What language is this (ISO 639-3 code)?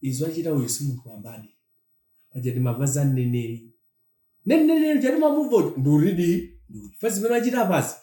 nya